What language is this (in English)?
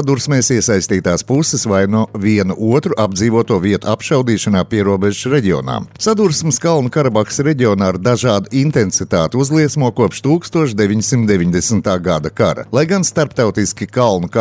Latvian